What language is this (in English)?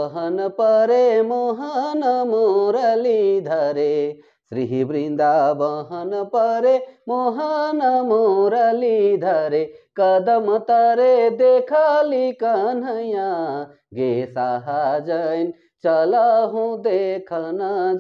Sadri